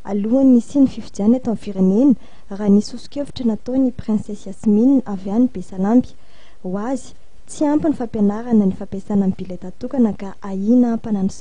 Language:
Malagasy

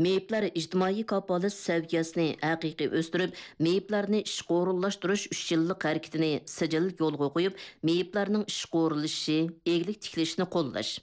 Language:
Uyghur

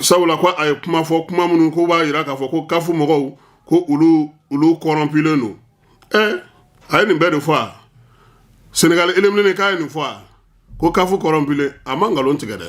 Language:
Bambara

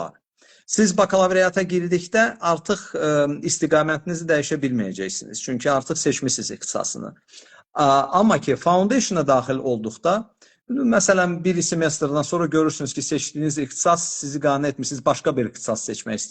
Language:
Azerbaijani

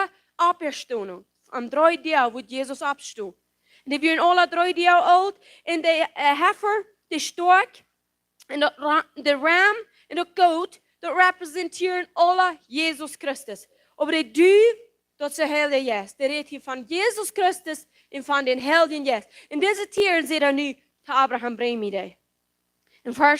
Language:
Plautdietsch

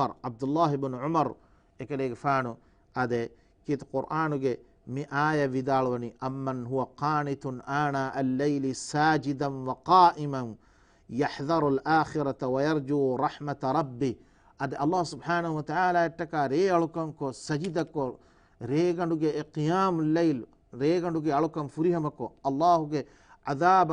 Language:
Divehi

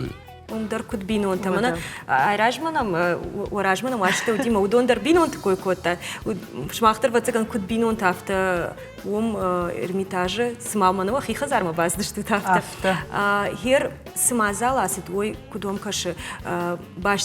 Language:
Ossetic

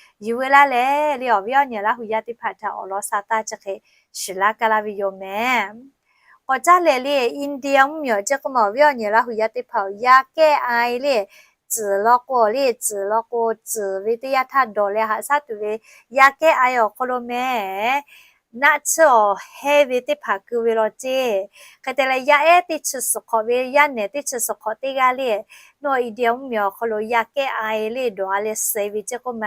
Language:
Lahu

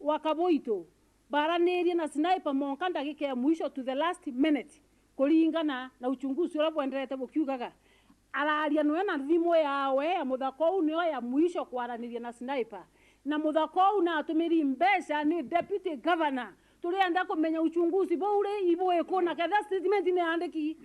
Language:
Meru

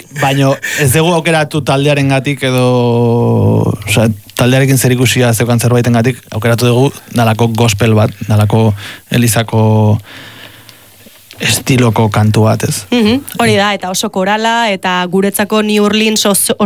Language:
Basque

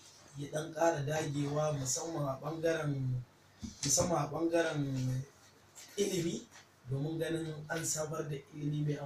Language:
Hausa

